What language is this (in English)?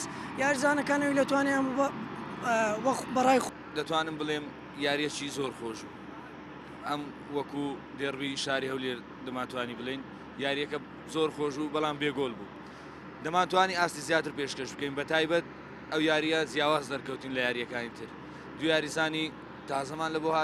Central Kurdish